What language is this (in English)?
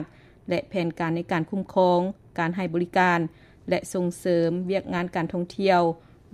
Lao